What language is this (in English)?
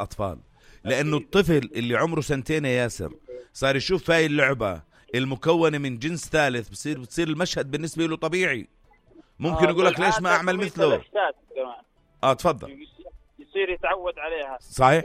North Levantine Arabic